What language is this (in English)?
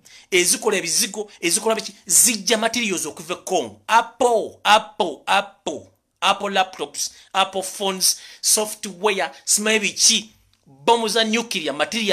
Ganda